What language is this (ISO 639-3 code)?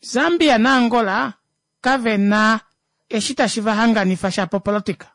kua